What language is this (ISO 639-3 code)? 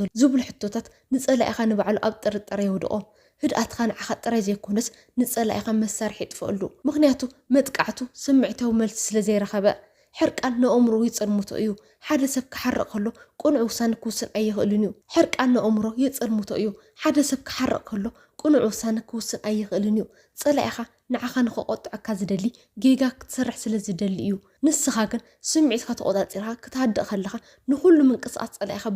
tir